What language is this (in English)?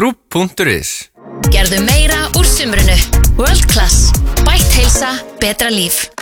Icelandic